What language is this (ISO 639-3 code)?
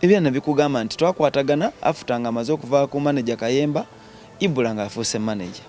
lug